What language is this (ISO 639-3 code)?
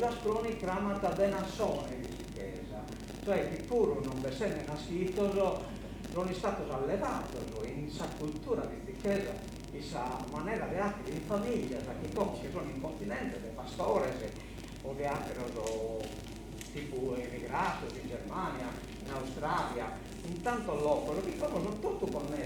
srd